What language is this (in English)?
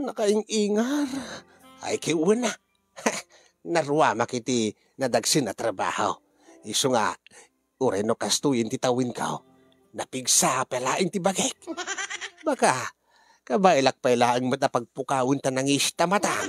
Iloko